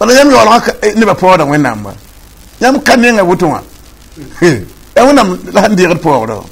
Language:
Mossi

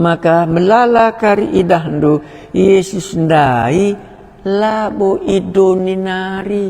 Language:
Batak Karo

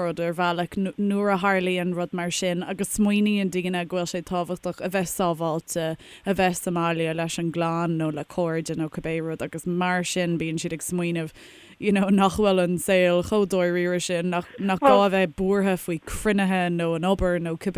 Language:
Irish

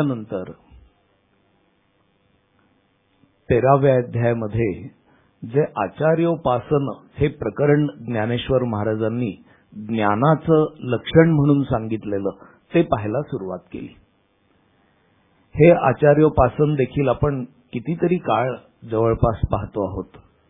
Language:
Marathi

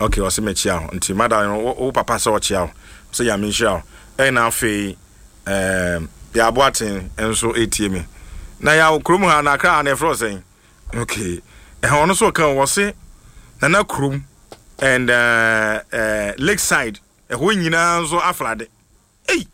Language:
Akan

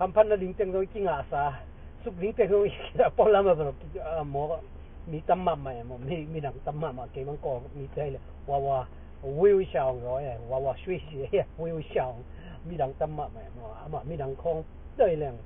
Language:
Tedim Chin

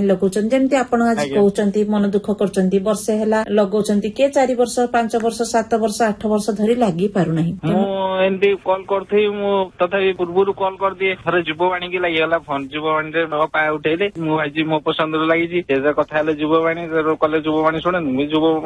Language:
Odia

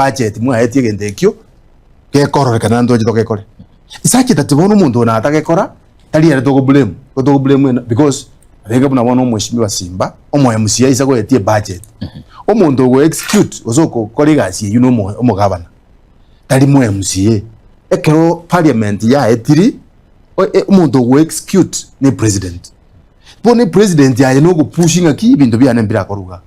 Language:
Gusii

